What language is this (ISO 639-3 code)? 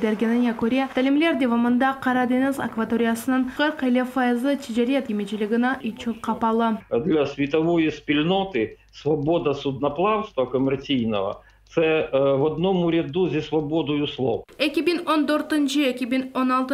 crh